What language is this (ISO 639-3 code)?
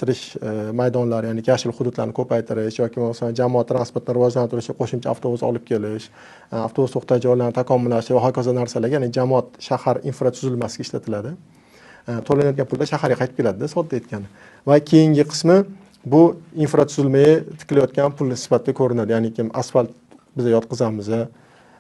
uzb